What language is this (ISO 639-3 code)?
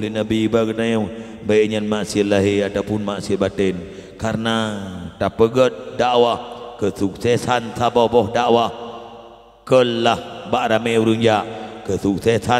ace